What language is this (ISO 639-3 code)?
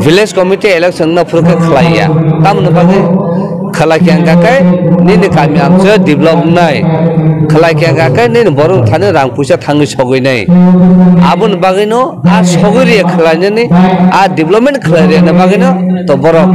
trp